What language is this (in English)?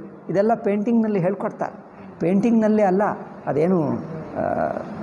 Kannada